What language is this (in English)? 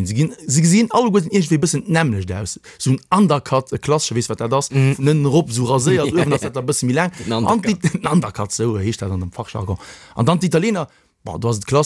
Luxembourgish